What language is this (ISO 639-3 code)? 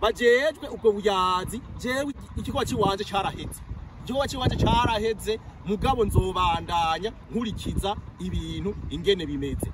run